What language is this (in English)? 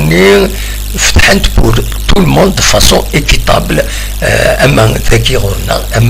Kabyle